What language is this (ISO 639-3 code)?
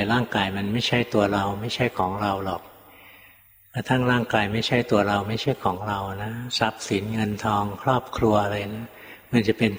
tha